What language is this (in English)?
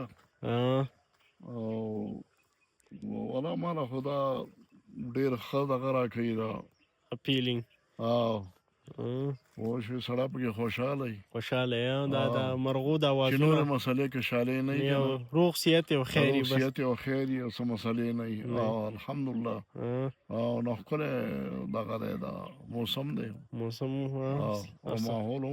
Pashto